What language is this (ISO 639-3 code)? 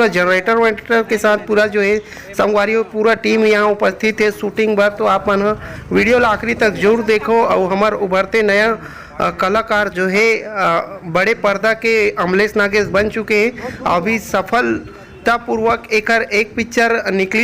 hne